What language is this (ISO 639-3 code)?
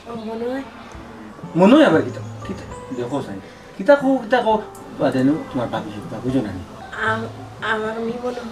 syl